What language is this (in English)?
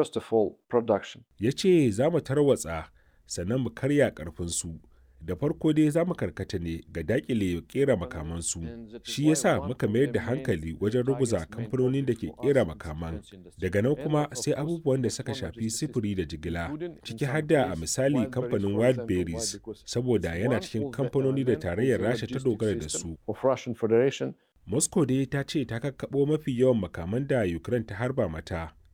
Hausa